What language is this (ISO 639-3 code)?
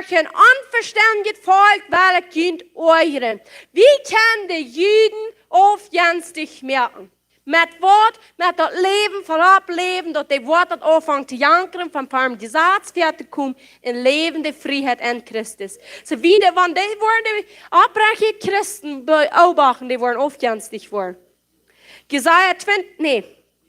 pdt